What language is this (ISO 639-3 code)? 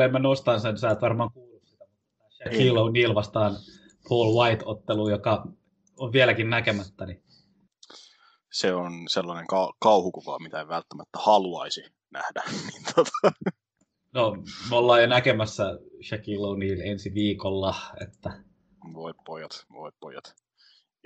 fin